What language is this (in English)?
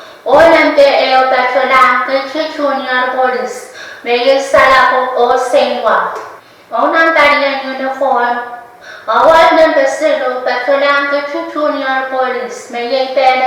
Pohnpeian